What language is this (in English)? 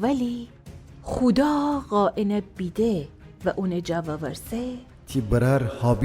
Gilaki